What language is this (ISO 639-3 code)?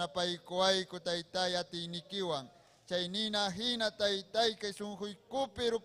quy